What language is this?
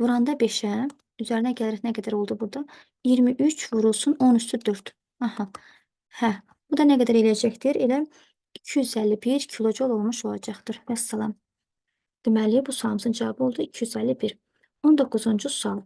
Azerbaijani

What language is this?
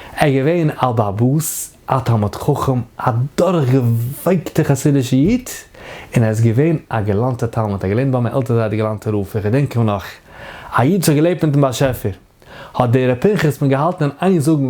Yiddish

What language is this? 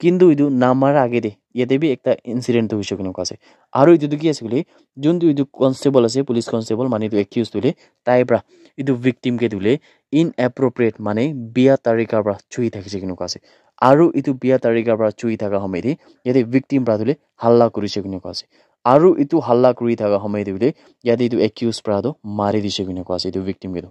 Naga Pidgin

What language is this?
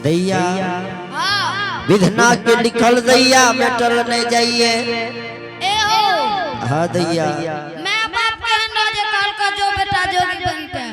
Angika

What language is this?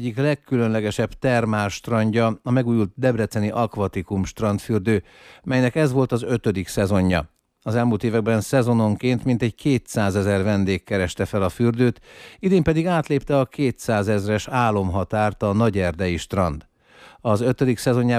Hungarian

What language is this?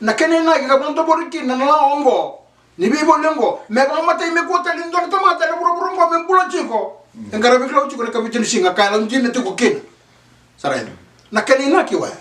Fijian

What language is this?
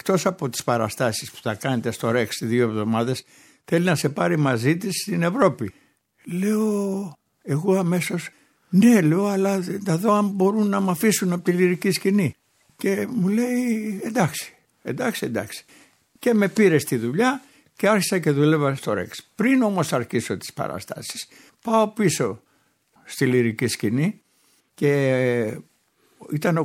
Greek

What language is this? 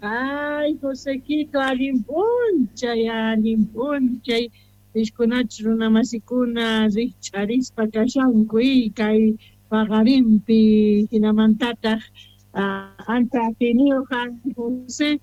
South Bolivian Quechua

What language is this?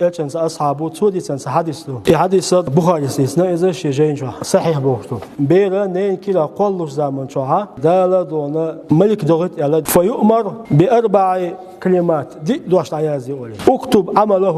Chechen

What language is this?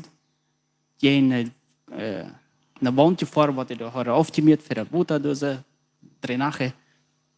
Plautdietsch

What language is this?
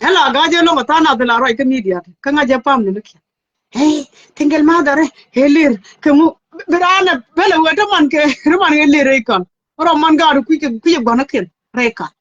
Nuer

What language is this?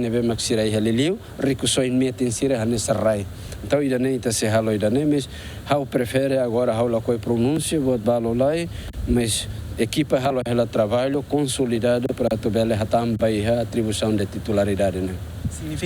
Tetum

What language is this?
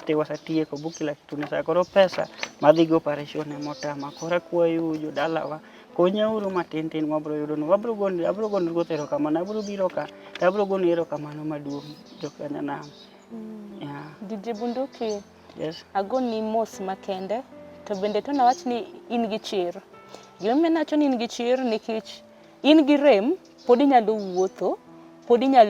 Luo (Kenya and Tanzania)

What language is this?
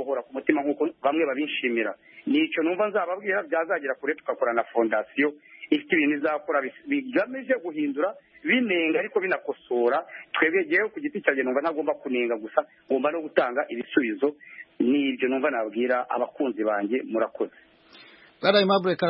Kinyarwanda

